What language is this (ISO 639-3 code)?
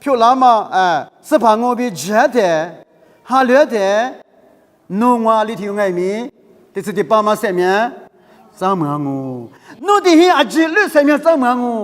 lis